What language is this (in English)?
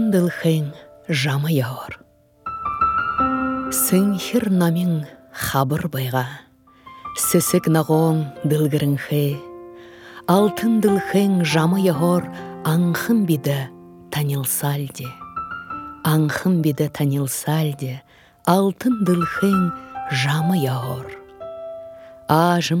Buriat